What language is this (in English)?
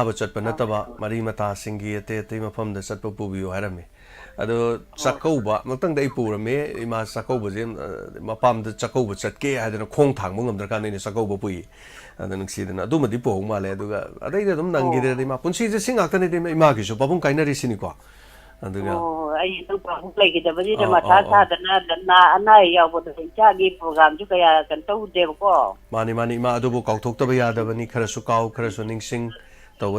Manipuri